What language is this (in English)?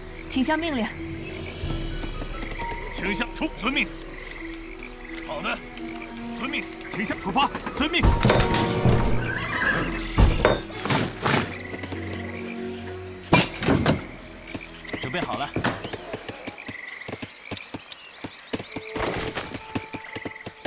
Chinese